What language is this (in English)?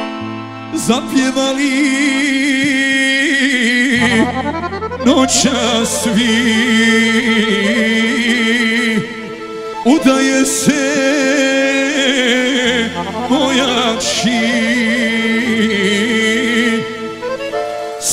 Bosnian